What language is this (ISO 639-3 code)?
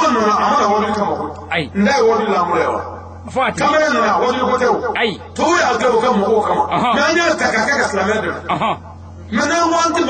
bam